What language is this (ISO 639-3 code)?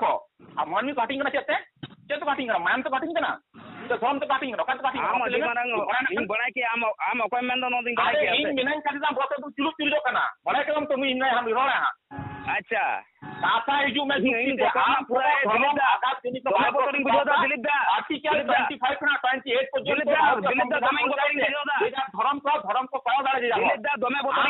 sat